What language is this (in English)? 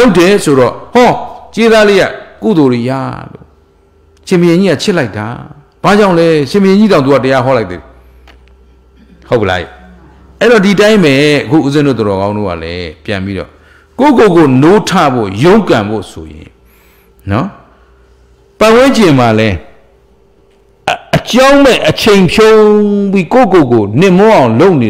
Burmese